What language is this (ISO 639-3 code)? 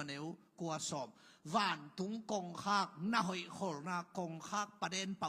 ctd